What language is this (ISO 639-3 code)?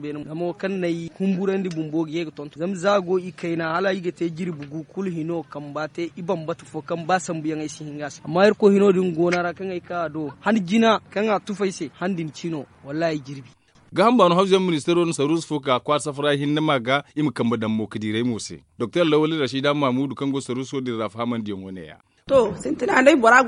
dje